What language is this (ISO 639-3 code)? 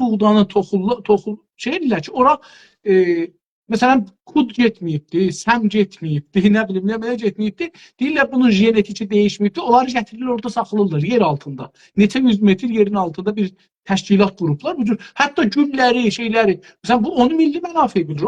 azb